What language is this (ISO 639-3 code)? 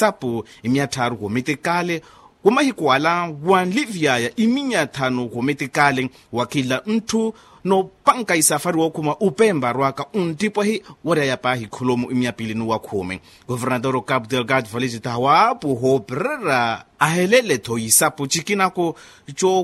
vmw